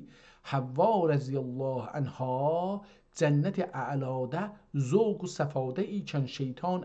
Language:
South Azerbaijani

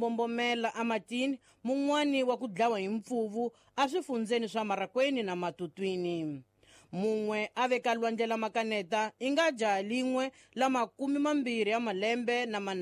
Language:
Tsonga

